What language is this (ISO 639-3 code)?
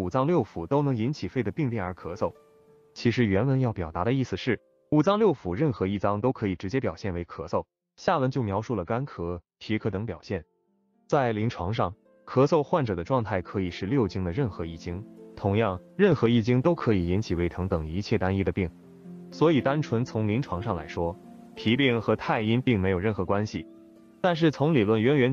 zho